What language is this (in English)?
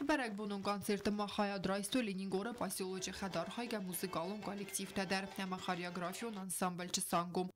Ossetic